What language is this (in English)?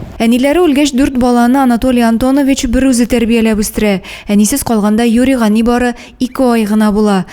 Tatar